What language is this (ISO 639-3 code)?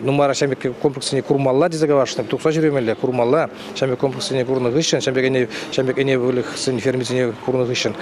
chv